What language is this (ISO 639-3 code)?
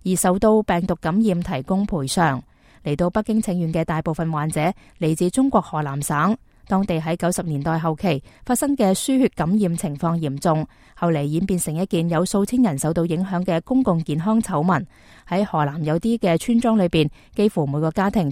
yue